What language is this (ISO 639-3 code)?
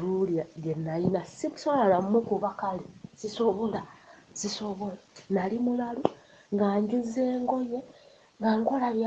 lug